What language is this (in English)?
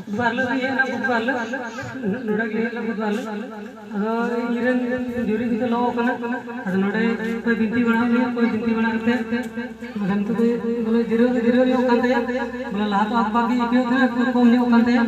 Santali